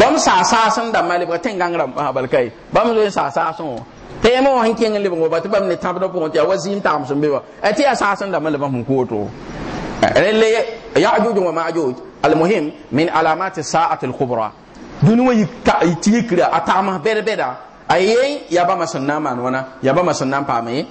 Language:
Mossi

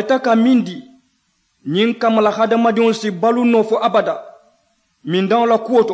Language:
Mandingo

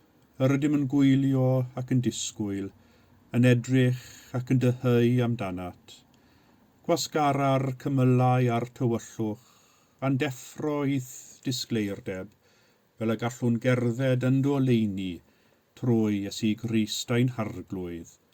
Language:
Welsh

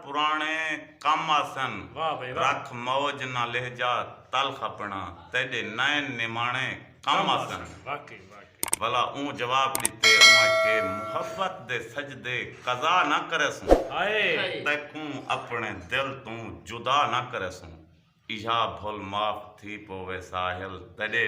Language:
Saraiki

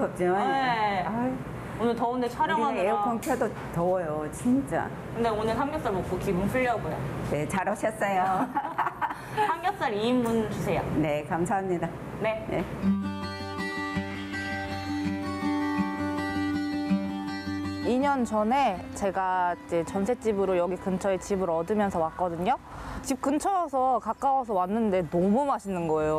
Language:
Korean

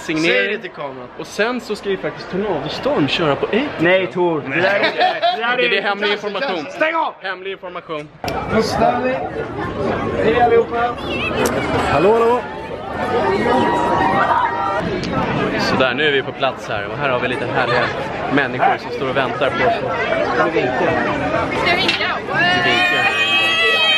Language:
Swedish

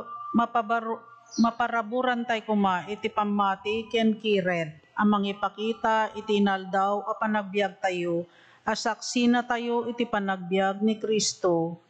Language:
Iloko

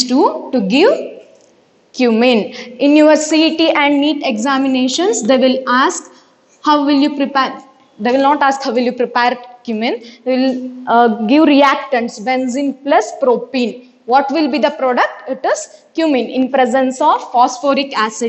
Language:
English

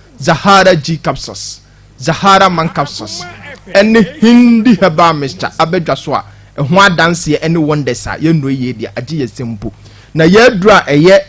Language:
Akan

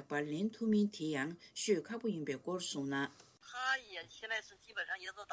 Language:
Tibetan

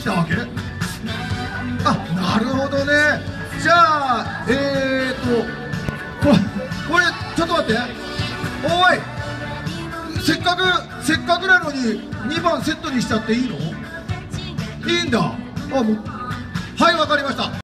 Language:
Japanese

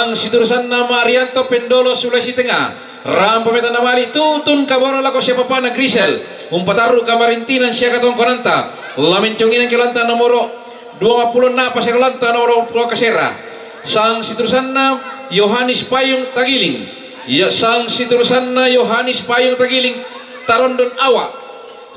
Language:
Toraja-Sa'dan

